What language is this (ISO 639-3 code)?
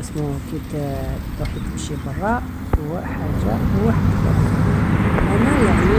arq